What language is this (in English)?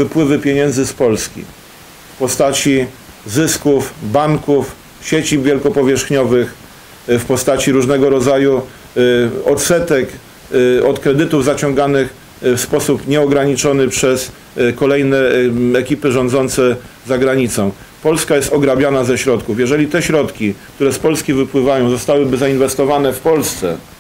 Polish